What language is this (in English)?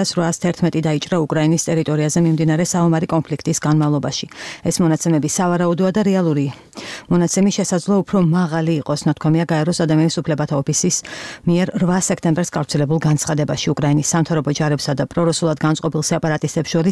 Georgian